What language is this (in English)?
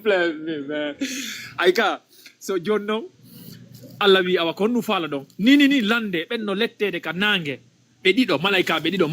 Fula